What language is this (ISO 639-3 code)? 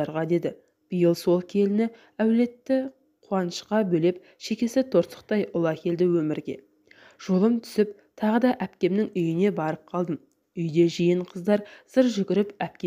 kaz